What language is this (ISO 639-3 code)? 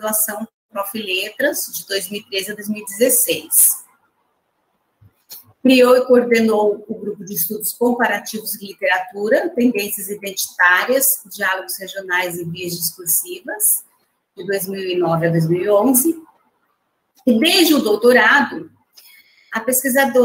por